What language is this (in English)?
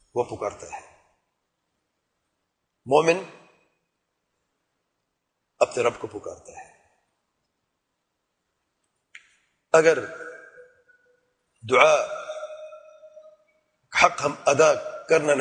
Urdu